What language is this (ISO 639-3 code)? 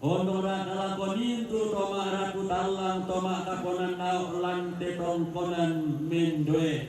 sda